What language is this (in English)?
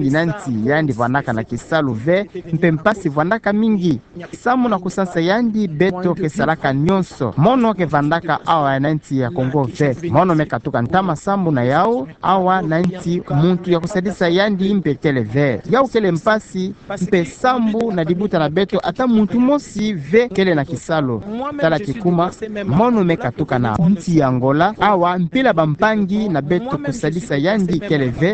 Kituba (Democratic Republic of Congo)